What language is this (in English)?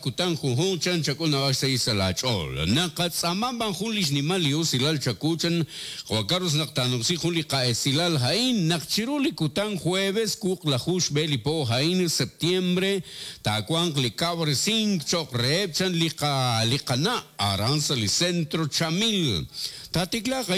Kekchí